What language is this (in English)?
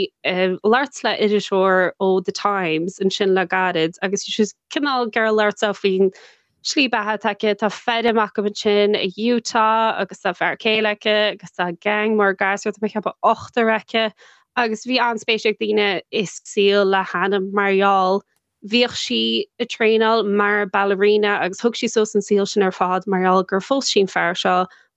Irish